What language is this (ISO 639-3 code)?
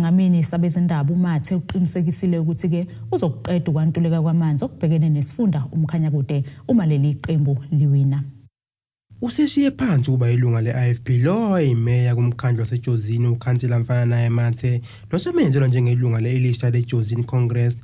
zul